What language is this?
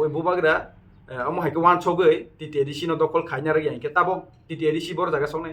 Kok Borok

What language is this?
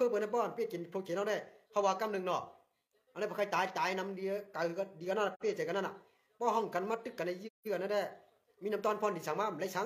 Shan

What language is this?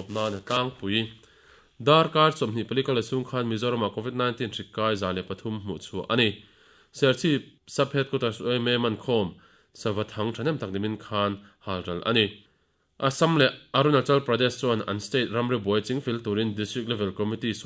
Mizo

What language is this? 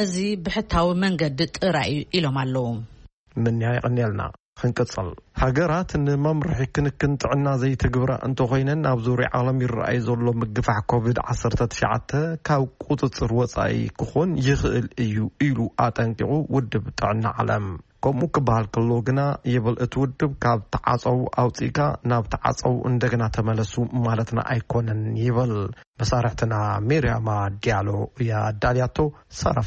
Tigrinya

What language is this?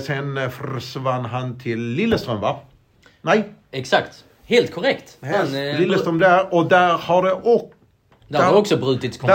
Swedish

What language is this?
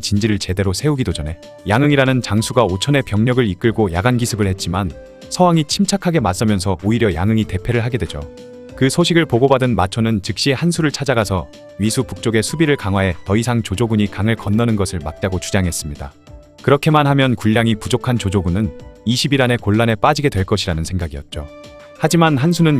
Korean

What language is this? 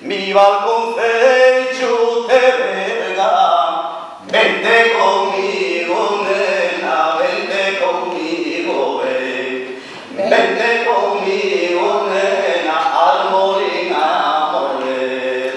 Asturian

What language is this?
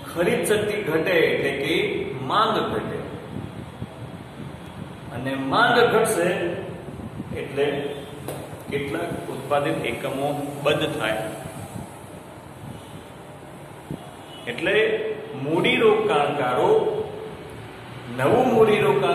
Gujarati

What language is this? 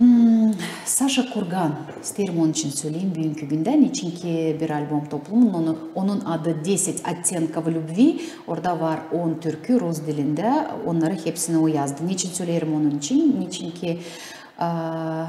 Gagauz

